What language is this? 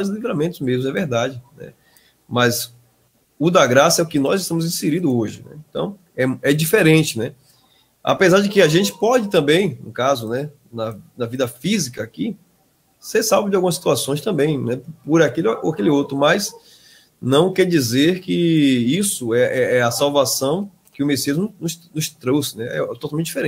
Portuguese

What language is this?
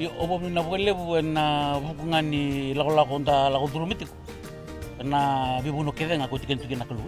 Fijian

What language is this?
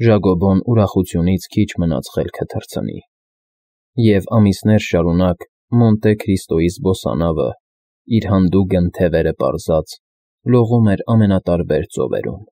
Armenian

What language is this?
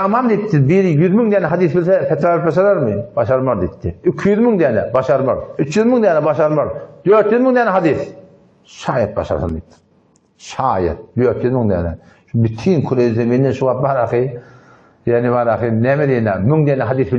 Turkmen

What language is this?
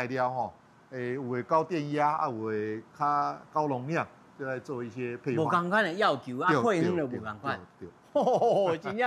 Min Nan Chinese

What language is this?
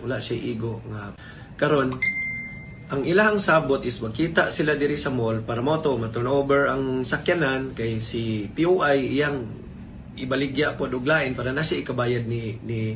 Cebuano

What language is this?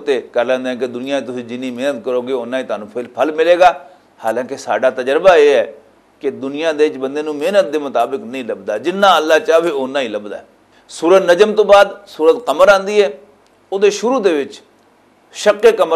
Western Panjabi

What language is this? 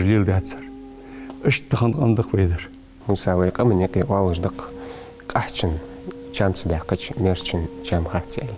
Ingush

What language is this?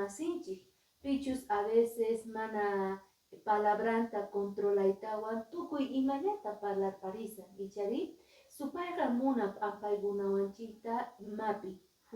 Quechua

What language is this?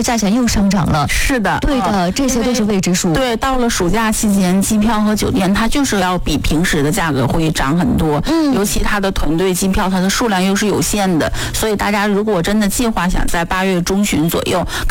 Chinese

